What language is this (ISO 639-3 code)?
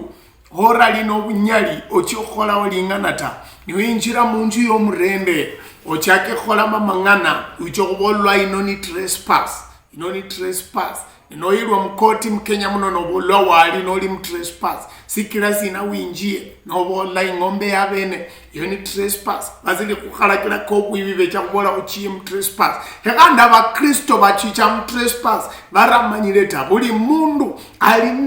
luy